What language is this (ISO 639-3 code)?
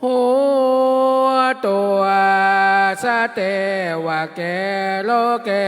pli